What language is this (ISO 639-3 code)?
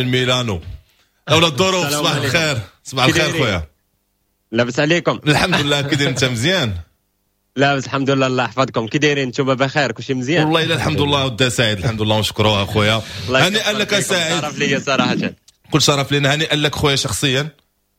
ary